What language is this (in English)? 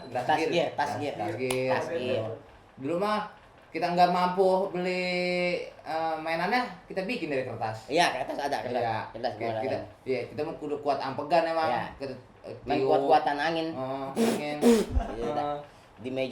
Betawi